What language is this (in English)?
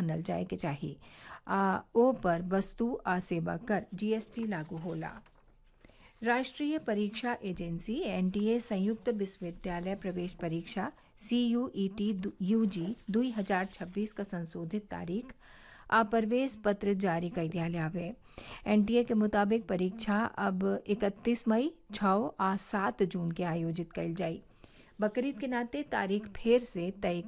Bhojpuri